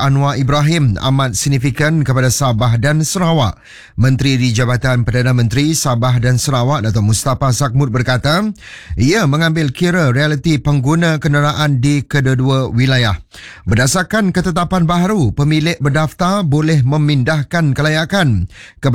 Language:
Malay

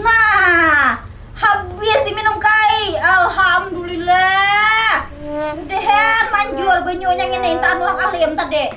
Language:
Banjar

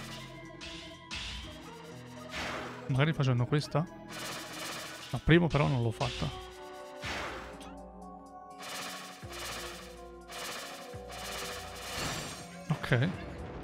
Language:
Italian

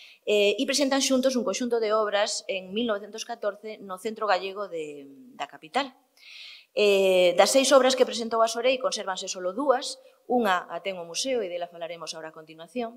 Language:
Galician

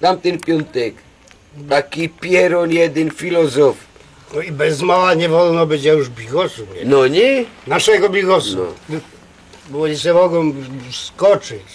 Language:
Silesian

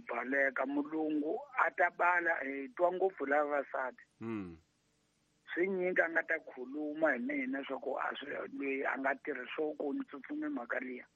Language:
Tsonga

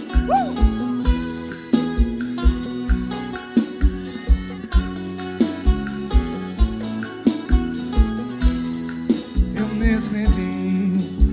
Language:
Portuguese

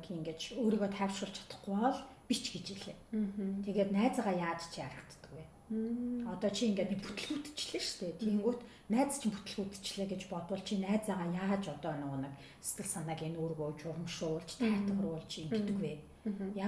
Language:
Mongolian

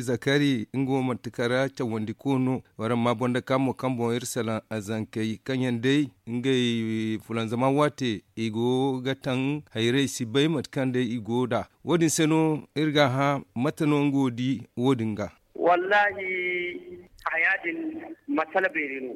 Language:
Zarma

